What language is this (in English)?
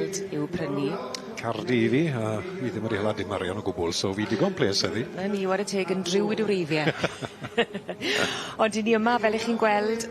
Welsh